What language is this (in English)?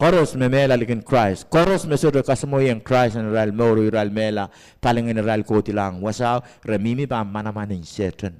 Pohnpeian